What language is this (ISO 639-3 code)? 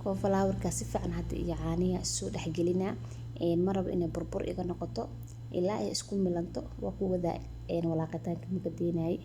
som